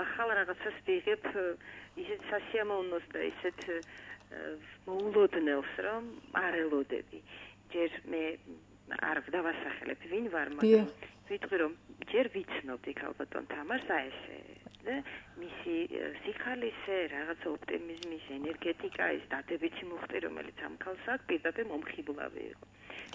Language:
Georgian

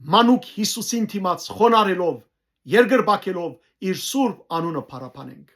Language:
Western Armenian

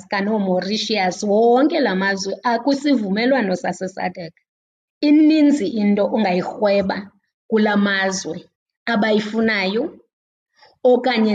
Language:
Xhosa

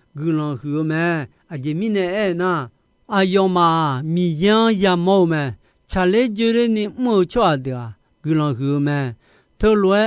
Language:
Akha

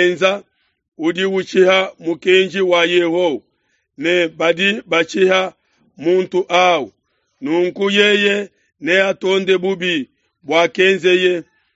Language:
Luba-Lulua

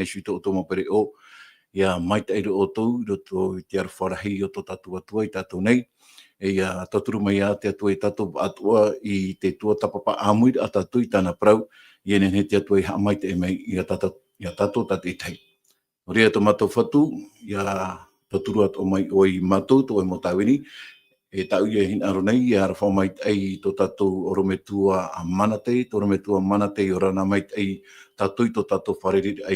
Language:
Tahitian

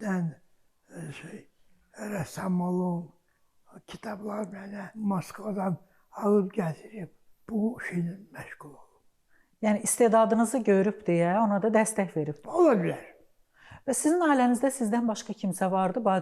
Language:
Azerbaijani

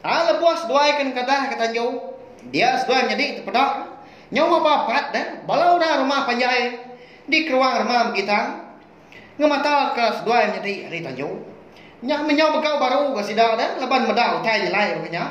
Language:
Iban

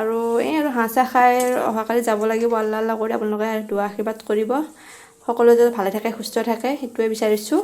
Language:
Assamese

